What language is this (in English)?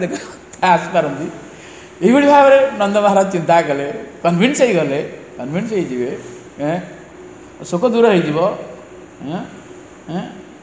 Odia